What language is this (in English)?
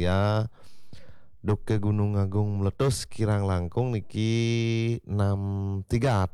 Balinese